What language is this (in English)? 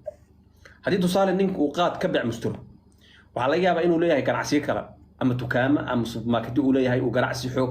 Somali